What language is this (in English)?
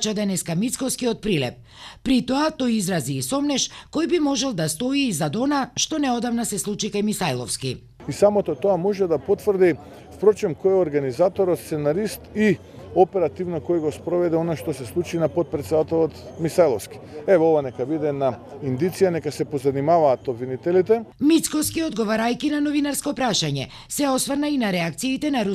Macedonian